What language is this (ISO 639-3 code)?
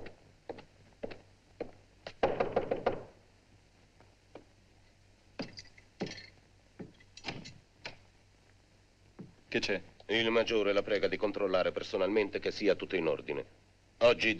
ita